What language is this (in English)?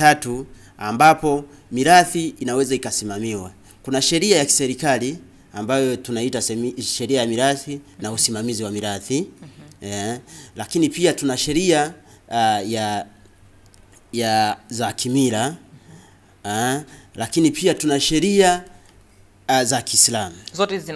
Swahili